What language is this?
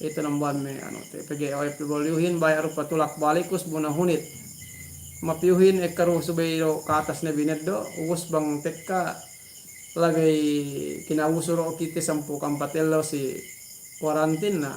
Yakan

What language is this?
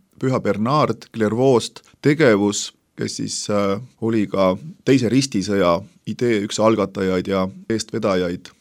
Estonian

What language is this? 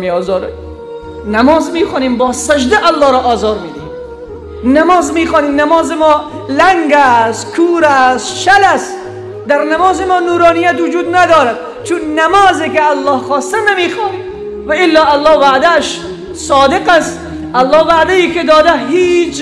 Persian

